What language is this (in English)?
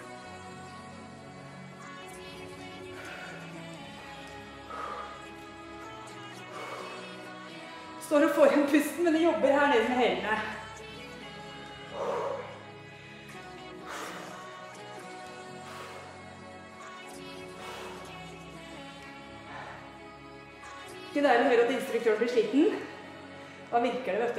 Norwegian